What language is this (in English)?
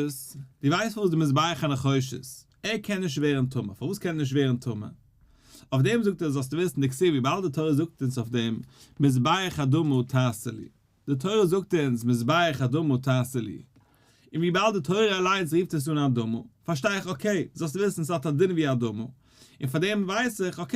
Yiddish